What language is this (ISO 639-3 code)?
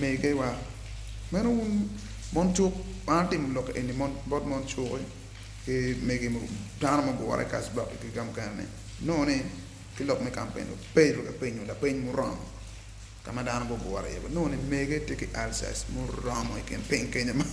ach